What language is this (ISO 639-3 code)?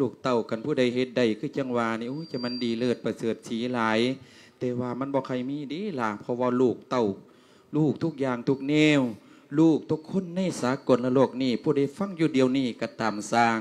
lao